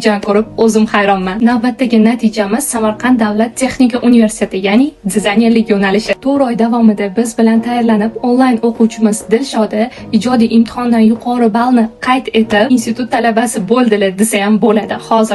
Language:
Uzbek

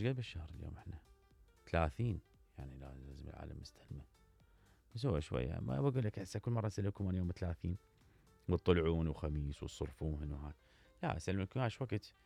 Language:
Mesopotamian Arabic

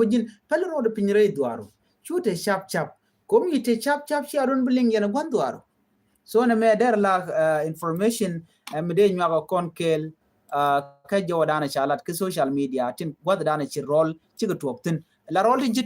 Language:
Nuer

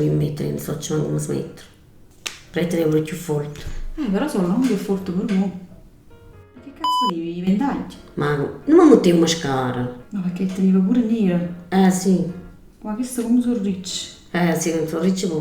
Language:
Neapolitan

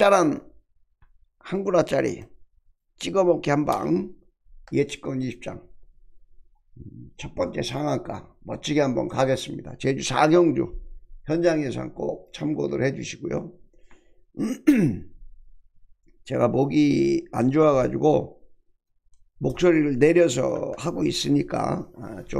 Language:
Korean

